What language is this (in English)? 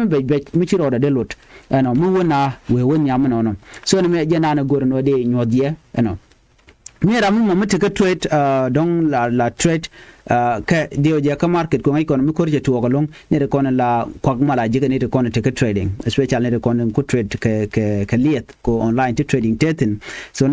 Nuer